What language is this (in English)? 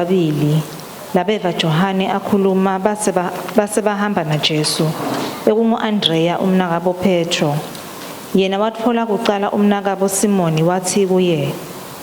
Swati